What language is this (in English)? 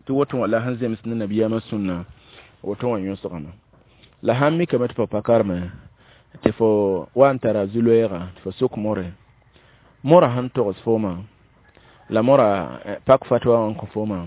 Mossi